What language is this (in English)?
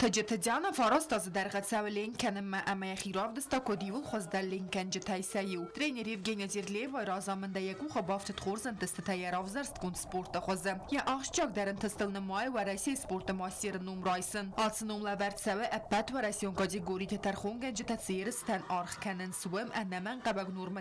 Ossetic